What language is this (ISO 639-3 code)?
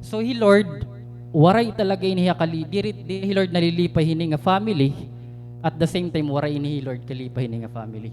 war